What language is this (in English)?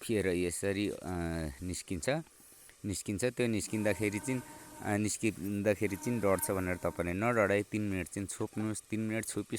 Nepali